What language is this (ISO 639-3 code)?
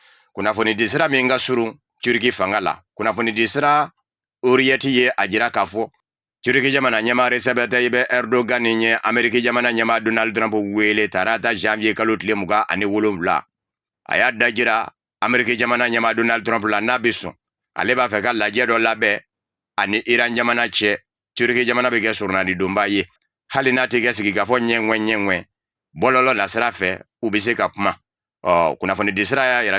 bam